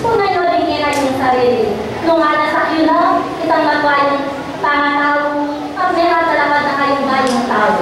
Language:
Pampanga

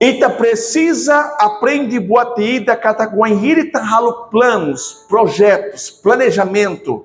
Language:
Tetum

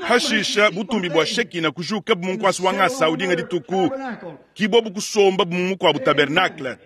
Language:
Luba-Lulua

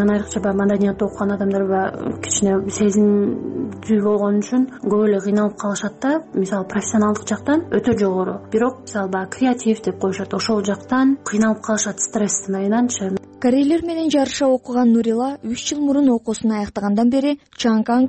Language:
Kyrgyz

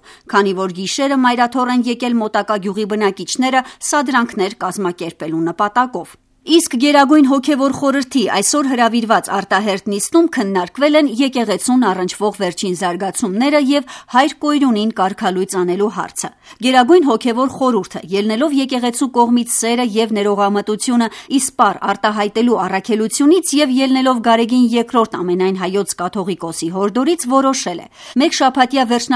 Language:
Armenian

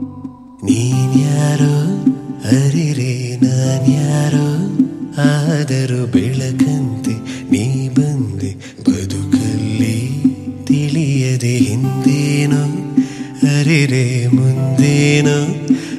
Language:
Kannada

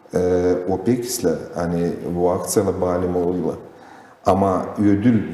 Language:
Gagauz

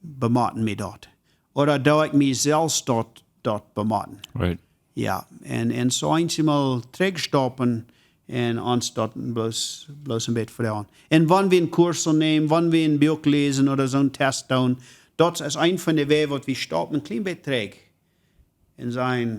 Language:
Plautdietsch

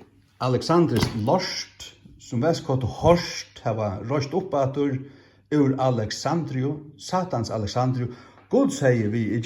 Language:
Faroese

